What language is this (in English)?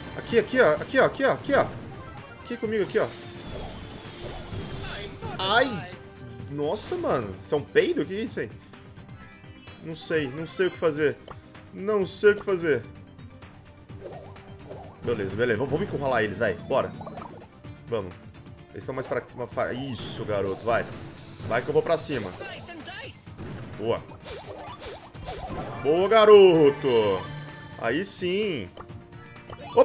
Portuguese